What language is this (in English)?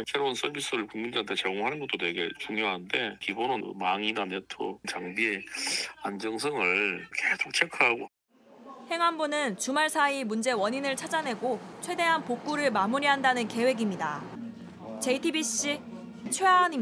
Korean